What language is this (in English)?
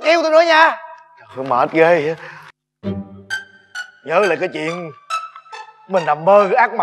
Vietnamese